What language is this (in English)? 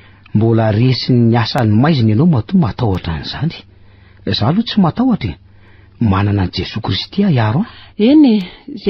Malagasy